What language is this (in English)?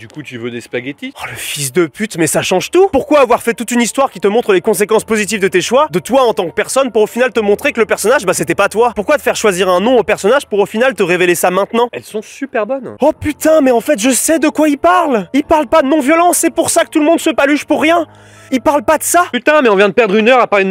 French